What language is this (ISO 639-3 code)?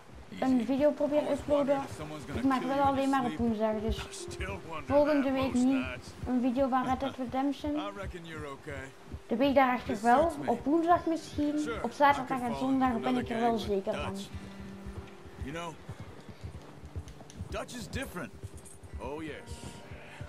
nld